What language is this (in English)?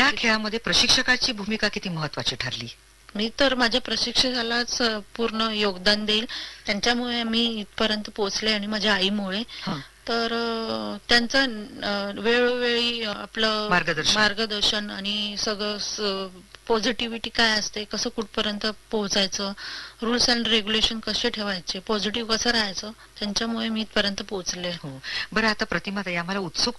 Marathi